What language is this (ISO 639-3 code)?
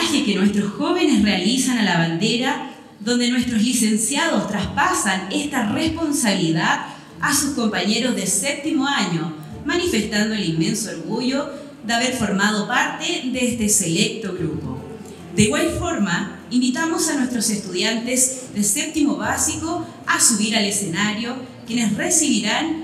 spa